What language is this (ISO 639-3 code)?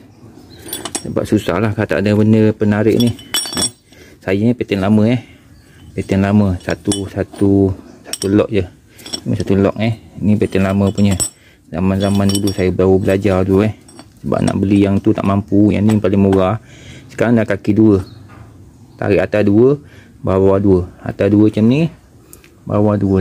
msa